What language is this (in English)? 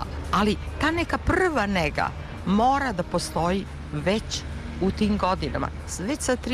Serbian